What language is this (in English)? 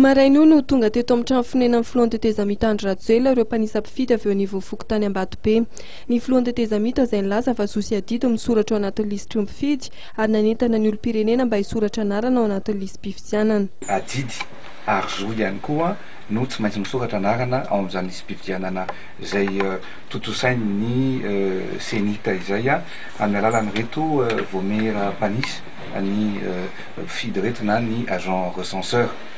Malagasy